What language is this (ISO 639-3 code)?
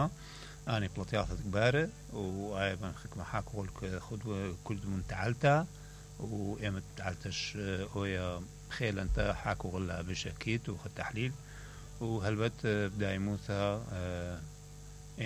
acm